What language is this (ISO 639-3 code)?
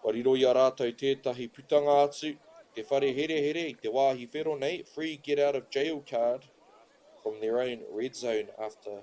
mri